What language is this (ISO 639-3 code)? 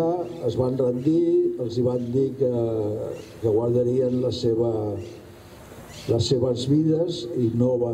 cat